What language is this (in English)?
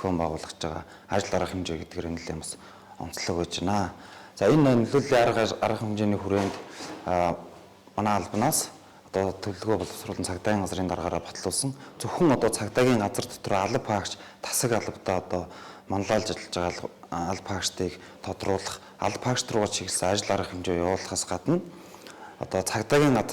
Mongolian